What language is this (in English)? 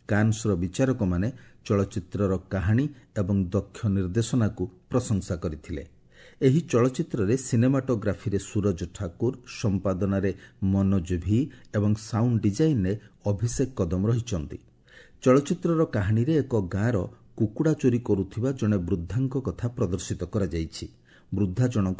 Odia